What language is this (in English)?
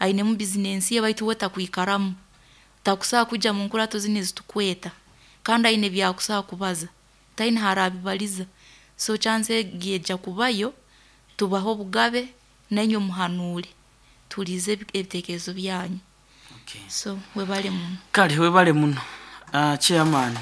Nyoro